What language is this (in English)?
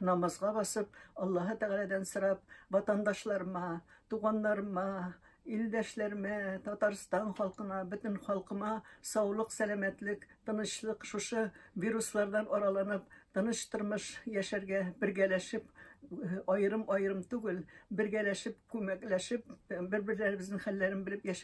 Tatar